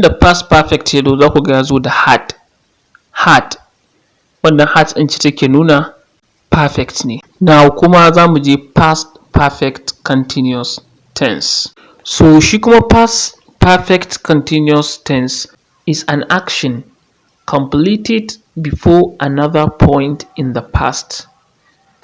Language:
Hausa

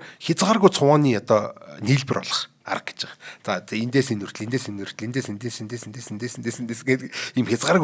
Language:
Mongolian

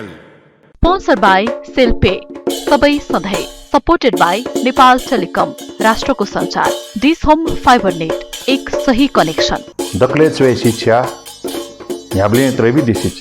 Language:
Newari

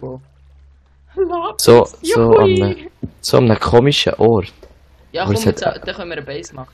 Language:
Swiss German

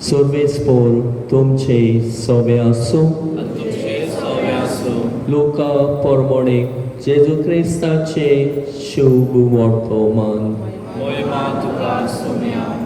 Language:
Konkani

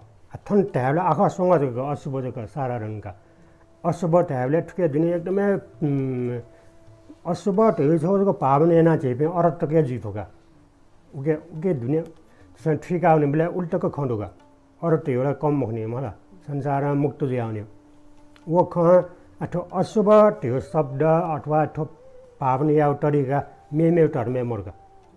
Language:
Newari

